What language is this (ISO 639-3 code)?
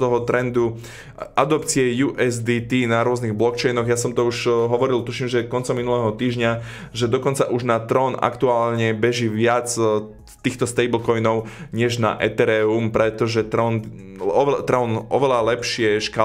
slk